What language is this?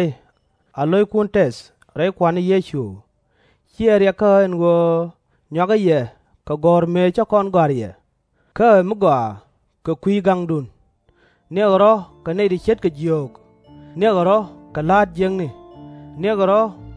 Nuer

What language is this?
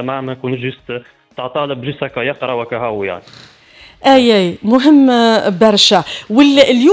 Tunisian Arabic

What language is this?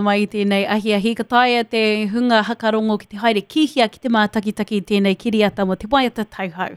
Māori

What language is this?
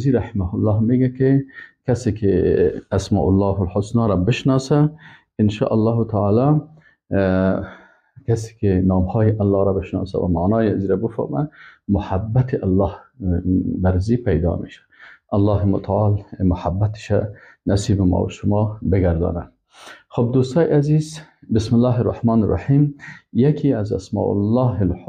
Persian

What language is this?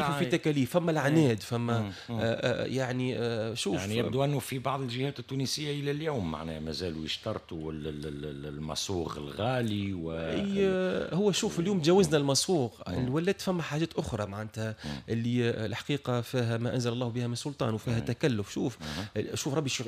Tunisian Arabic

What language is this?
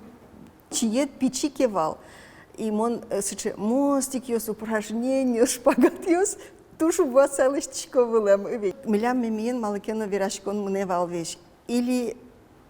Udmurt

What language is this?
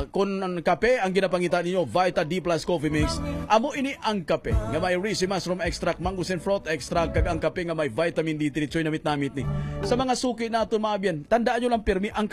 Hiligaynon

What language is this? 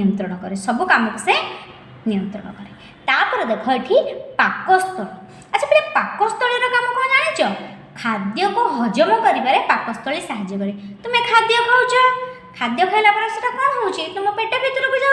Odia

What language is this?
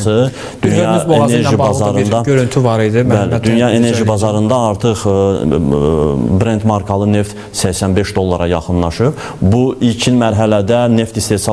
Azerbaijani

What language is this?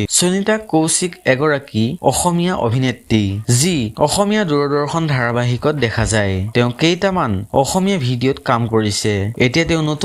Assamese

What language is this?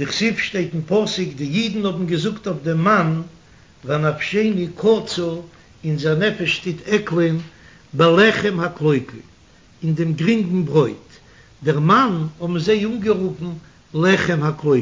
Yiddish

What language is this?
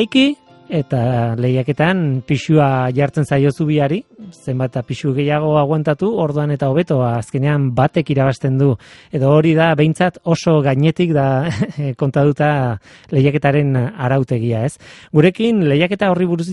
Basque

